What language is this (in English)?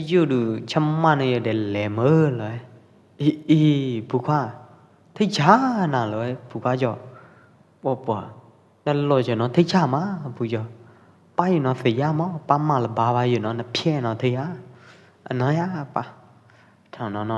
Pwo Eastern Karen